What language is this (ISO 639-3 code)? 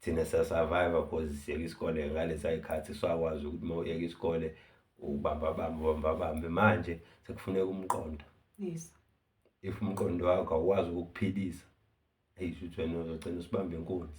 zul